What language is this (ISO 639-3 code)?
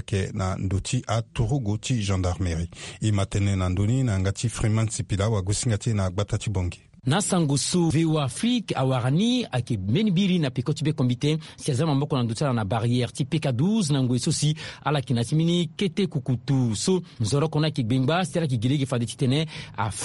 sag